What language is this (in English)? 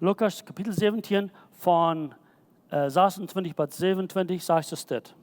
Plautdietsch